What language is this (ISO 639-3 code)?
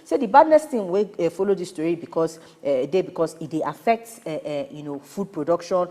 pcm